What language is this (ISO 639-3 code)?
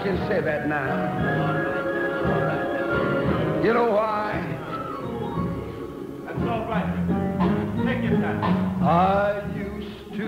eng